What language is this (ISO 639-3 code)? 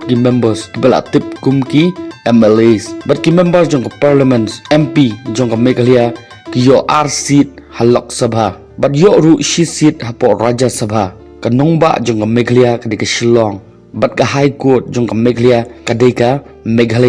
kha